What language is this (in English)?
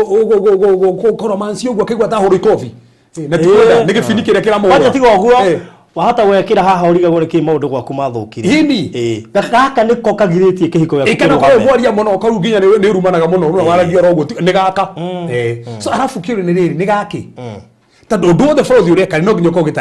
Kikuyu